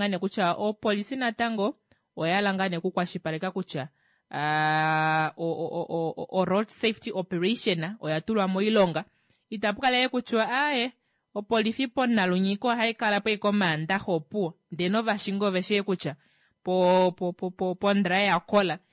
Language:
Kuanyama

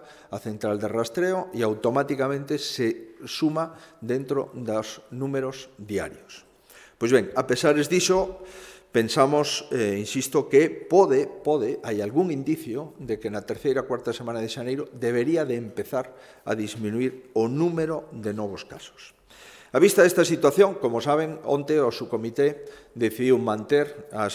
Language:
Galician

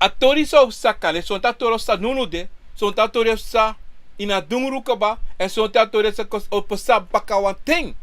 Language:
Sranan Tongo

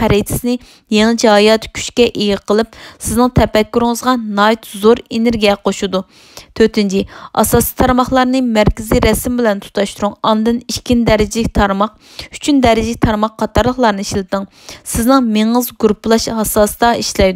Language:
Uyghur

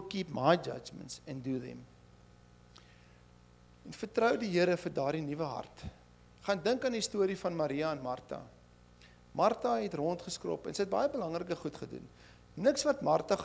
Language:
Afrikaans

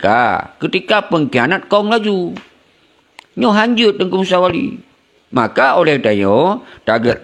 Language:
Achinese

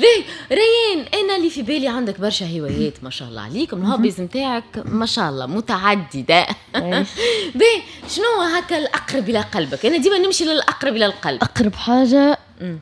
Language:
Tunisian Arabic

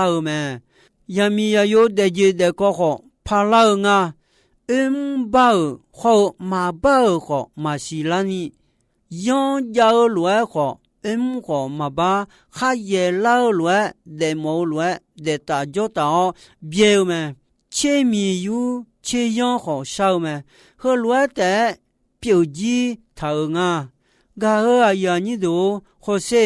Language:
Akha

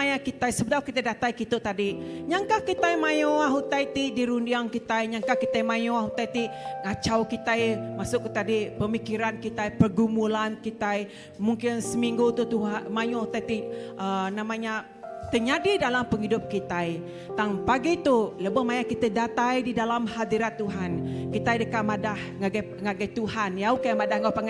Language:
Iban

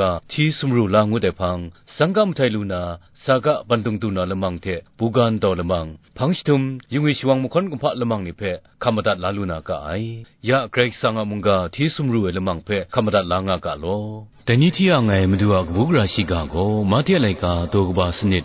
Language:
Kachin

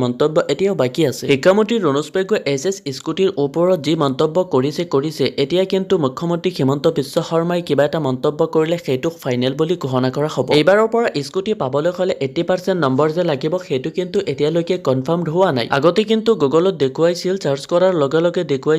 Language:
Assamese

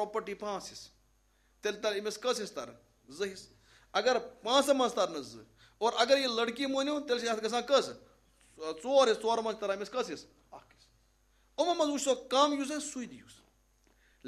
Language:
Kashmiri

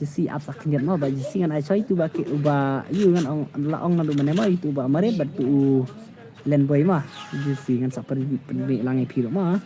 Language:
Khasi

